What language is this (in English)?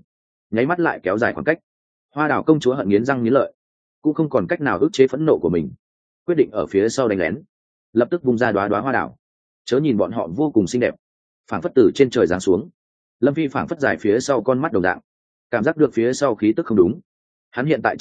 Vietnamese